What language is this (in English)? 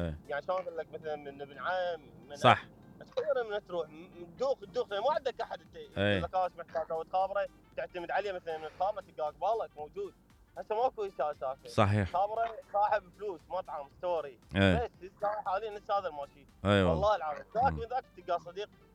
Mesopotamian Arabic